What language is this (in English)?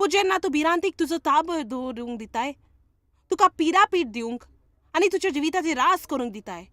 Konkani